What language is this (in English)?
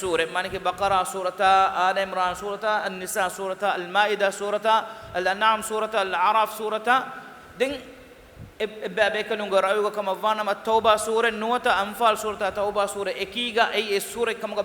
Divehi